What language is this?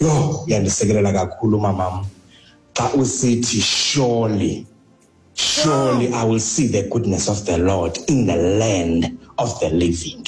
Xhosa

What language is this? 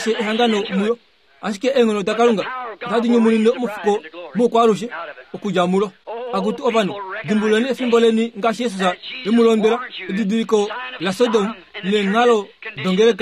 Kuanyama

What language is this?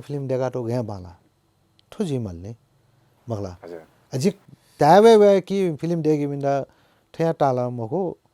Newari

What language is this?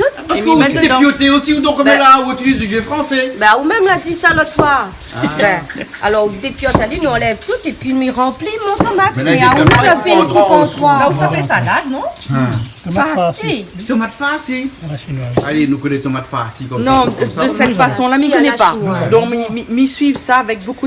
Réunion Creole French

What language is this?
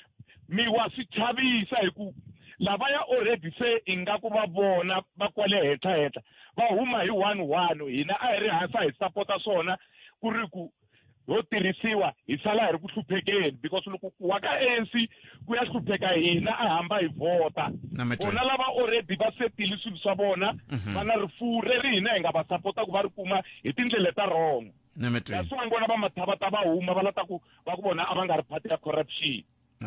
Tsonga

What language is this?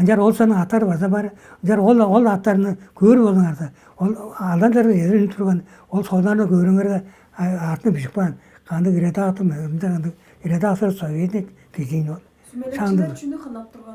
Tuvinian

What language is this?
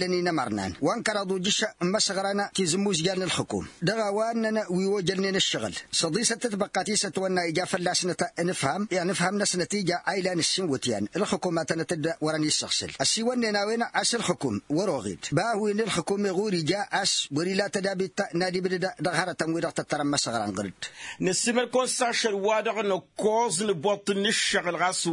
Tamasheq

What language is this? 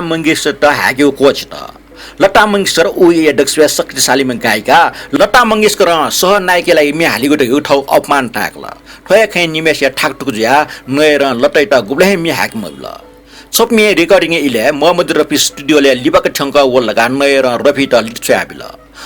Newari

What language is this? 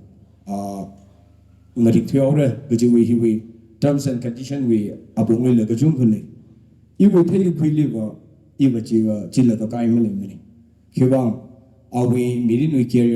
Tangkhul Naga (India)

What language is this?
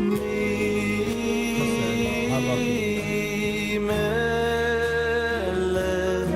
Yiddish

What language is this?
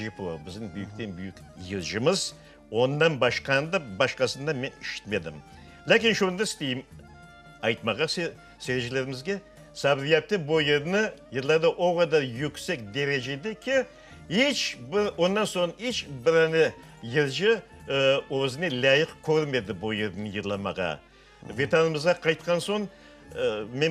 Crimean Tatar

